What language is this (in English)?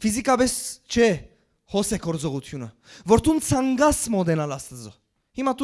Western Armenian